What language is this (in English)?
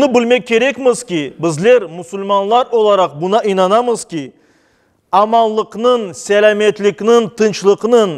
Crimean Tatar